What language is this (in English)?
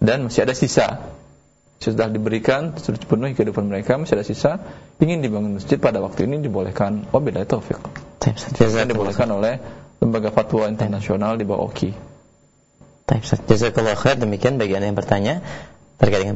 Indonesian